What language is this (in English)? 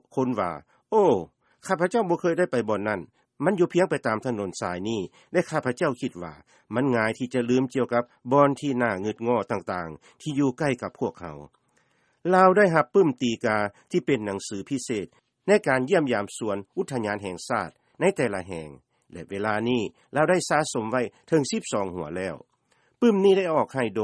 Lao